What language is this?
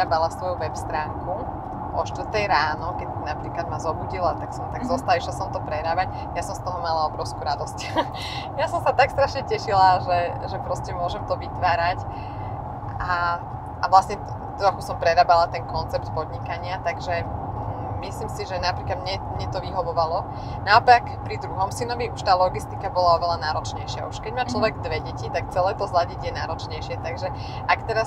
Slovak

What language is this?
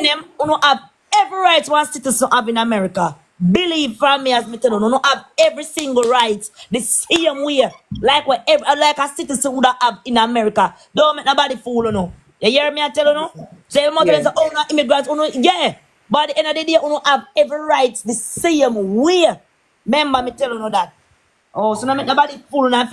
Jamaican Creole English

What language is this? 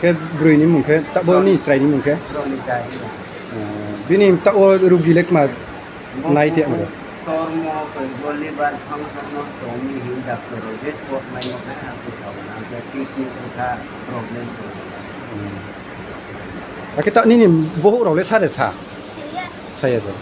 Riang (India)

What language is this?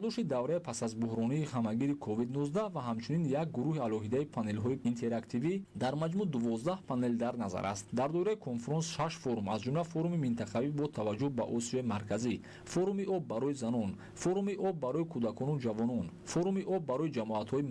Tajik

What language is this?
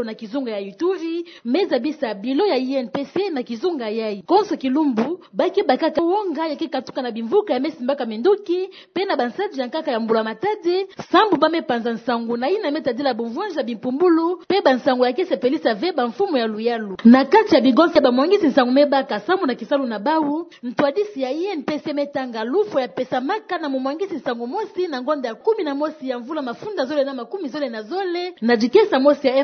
Kituba (Democratic Republic of Congo)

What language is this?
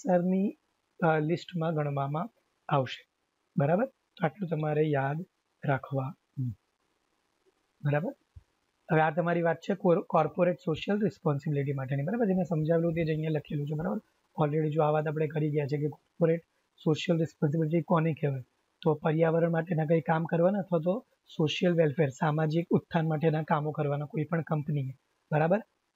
Gujarati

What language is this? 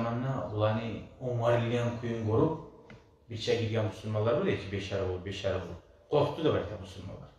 Kumyk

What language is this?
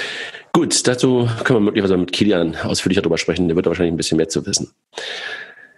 German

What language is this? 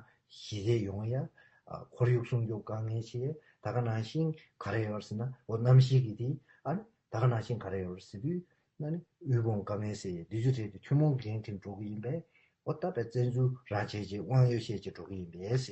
Tibetan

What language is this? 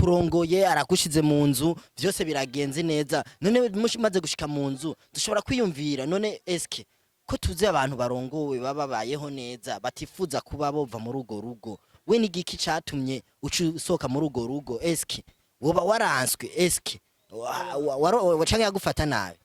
Rundi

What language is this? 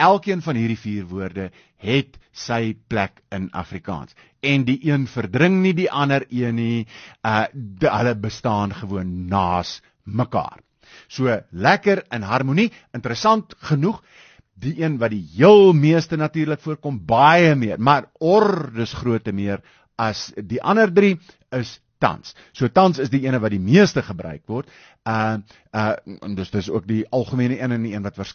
Afrikaans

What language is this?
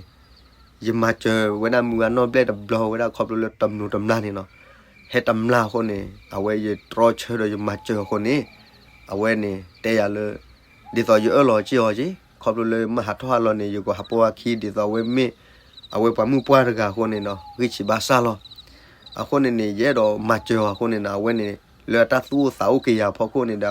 S'gaw Karen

